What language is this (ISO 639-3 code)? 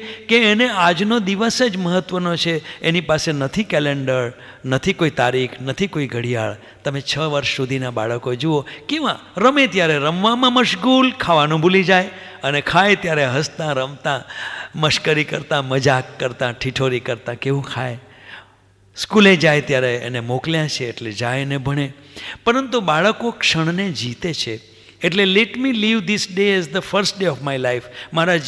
guj